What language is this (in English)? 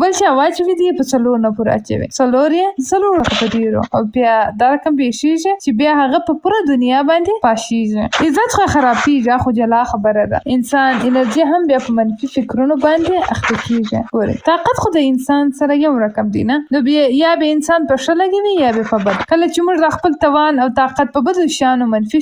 Pashto